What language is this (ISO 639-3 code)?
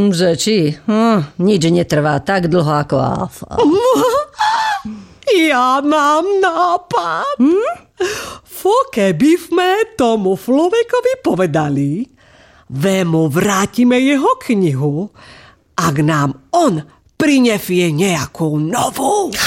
slk